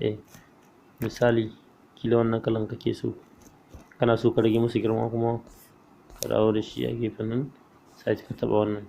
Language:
Hausa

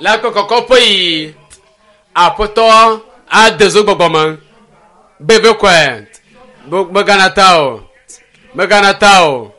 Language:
Ewe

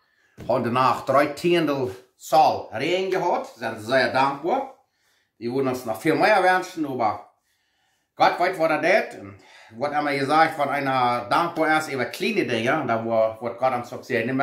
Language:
Plautdietsch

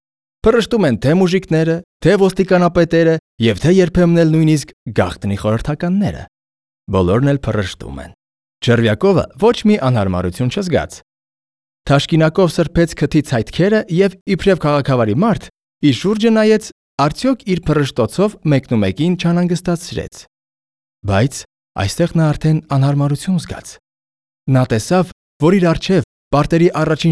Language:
Armenian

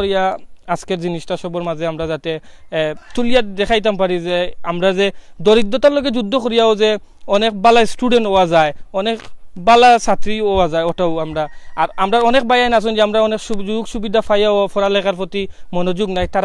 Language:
Sylheti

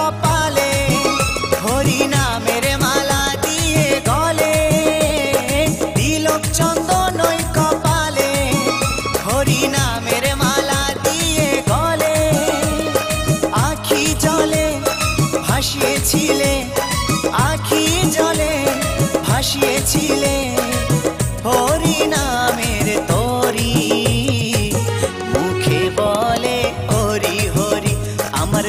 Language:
Bangla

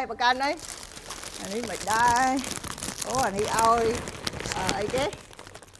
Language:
Khmer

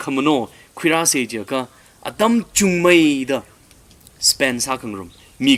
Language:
Tangkhul Naga (India)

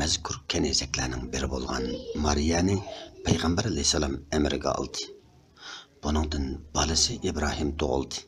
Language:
Uyghur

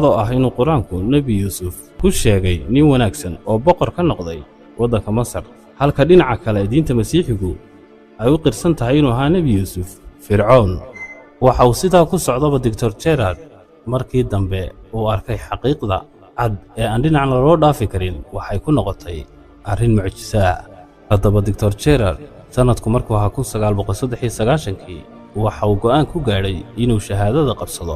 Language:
Somali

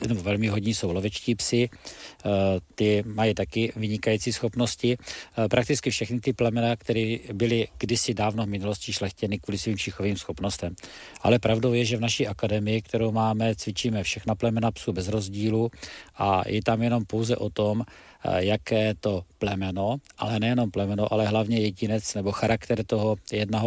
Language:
Czech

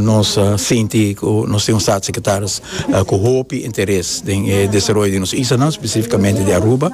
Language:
Papiamento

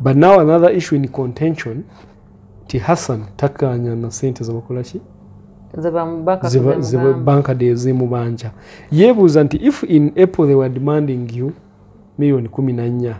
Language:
Ganda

